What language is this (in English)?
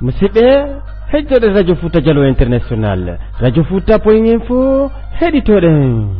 Pular